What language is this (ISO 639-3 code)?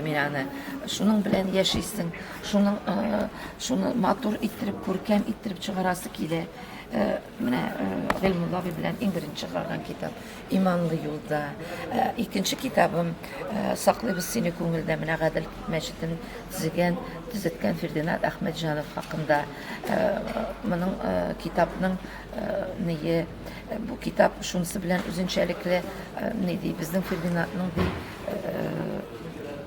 tat